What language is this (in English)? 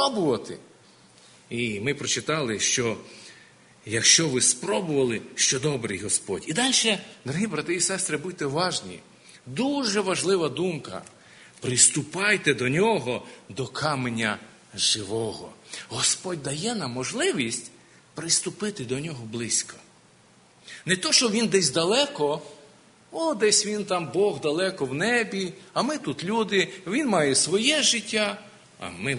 Ukrainian